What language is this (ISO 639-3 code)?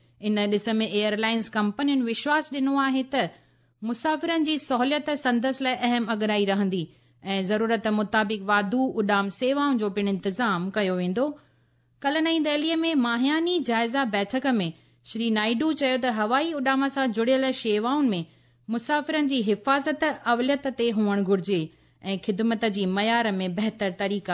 snd